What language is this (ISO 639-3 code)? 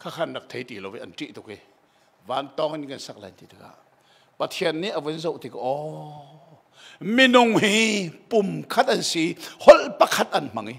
cnh